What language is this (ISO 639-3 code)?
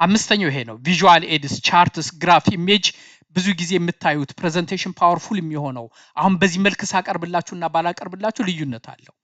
amh